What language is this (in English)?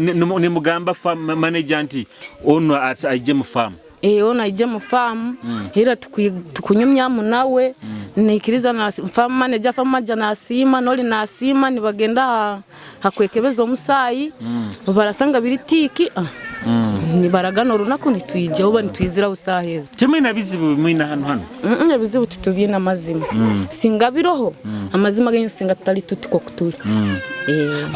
Nyoro